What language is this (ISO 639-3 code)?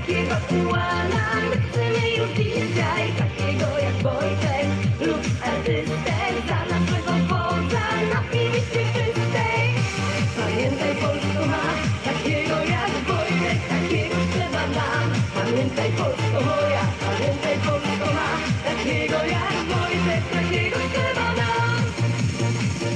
pol